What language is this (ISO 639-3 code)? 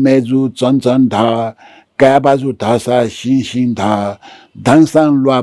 new